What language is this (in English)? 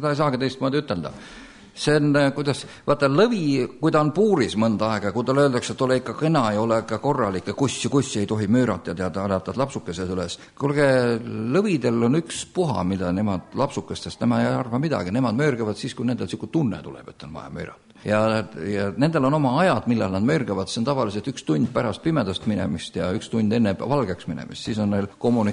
Estonian